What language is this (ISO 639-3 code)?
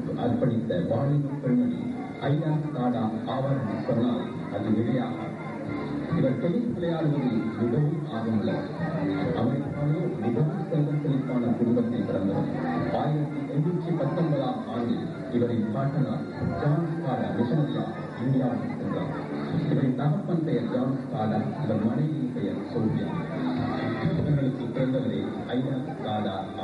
tam